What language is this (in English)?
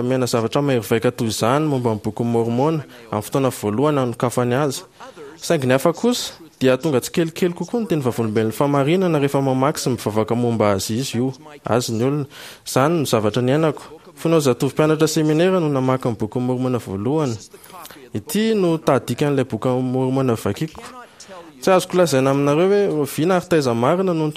Malagasy